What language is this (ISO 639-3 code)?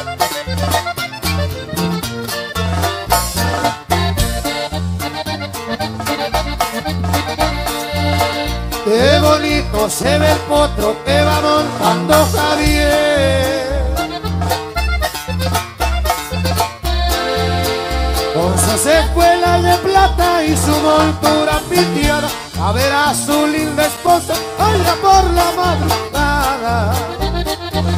spa